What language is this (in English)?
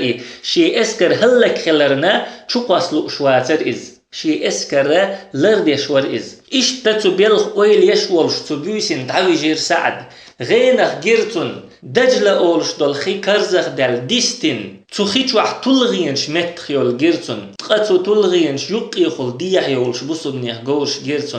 Chechen